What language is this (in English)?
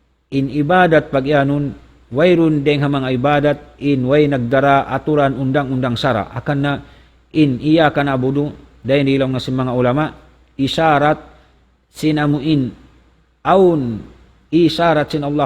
Tausug